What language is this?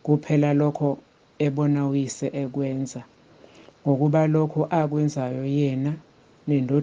Zulu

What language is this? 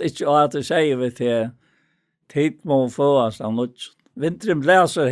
Faroese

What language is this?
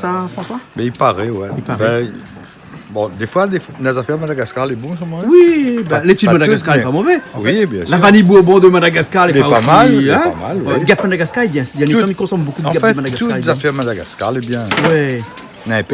Réunion Creole French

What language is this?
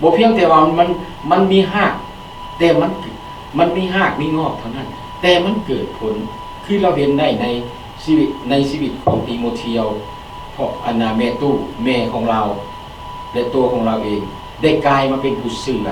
Lao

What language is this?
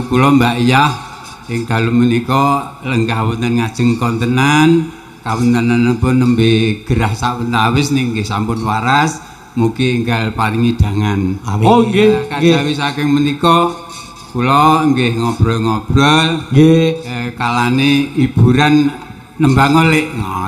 Javanese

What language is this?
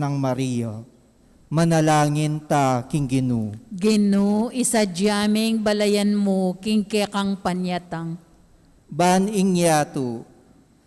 Pampanga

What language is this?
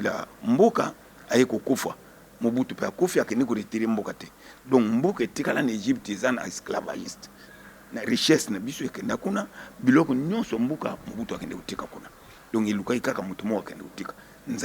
Lingala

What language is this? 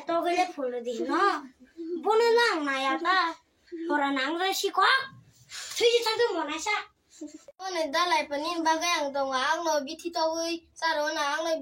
Kok Borok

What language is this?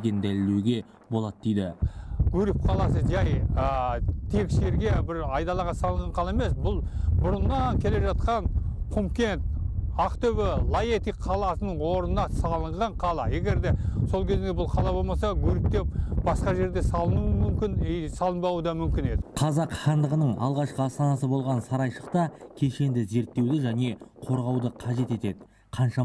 Kazakh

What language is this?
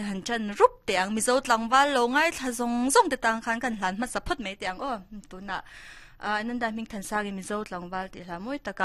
Mizo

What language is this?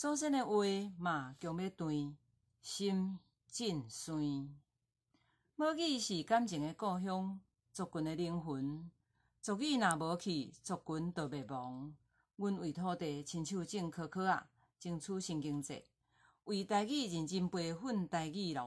Min Nan Chinese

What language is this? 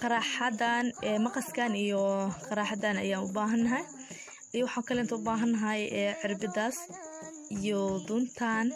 Somali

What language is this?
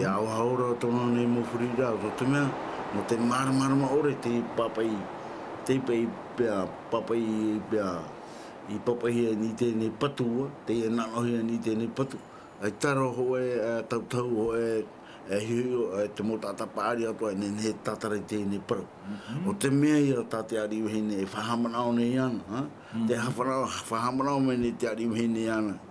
Tahitian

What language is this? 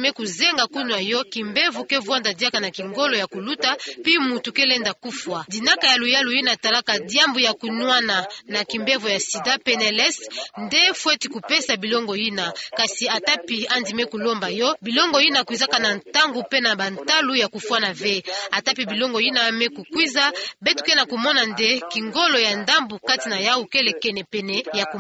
Kituba (Democratic Republic of Congo)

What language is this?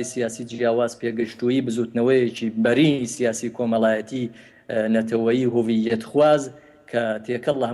Central Kurdish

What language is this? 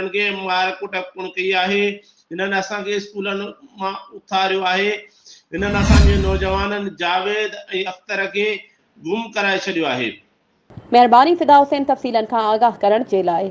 Sindhi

